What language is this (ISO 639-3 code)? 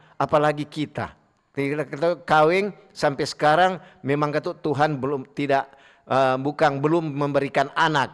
xmm